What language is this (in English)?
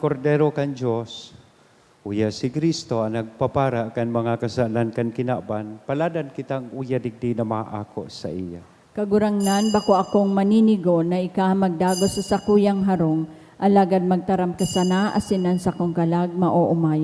Bikol